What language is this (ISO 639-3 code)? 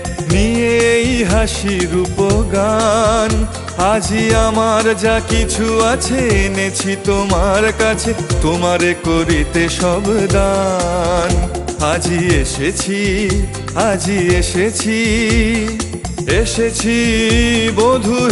ben